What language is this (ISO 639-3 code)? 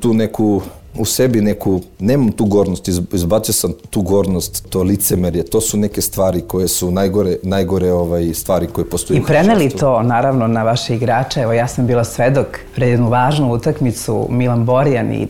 srp